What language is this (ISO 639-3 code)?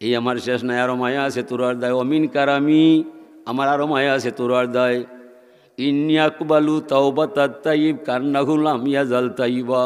syl